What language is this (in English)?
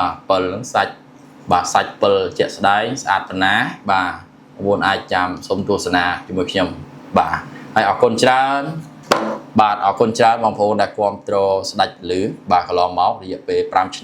Khmer